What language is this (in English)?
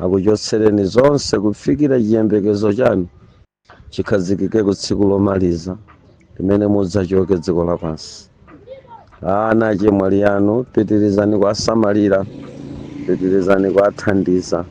Nyanja